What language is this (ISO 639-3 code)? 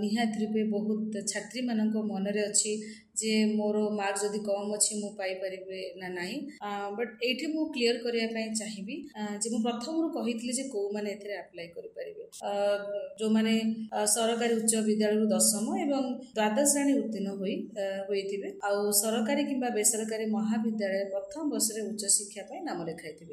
ori